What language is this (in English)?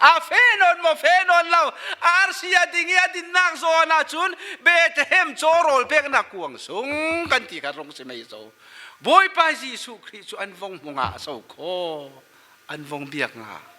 Falam Chin